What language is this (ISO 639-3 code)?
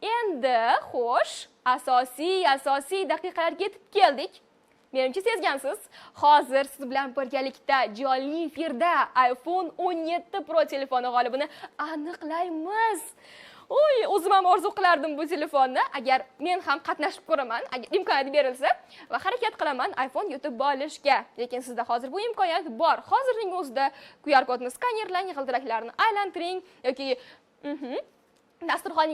uzb